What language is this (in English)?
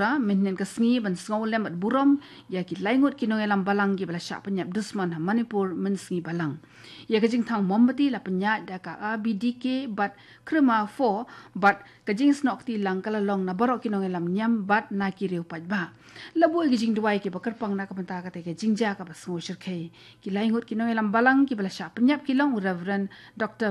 Khasi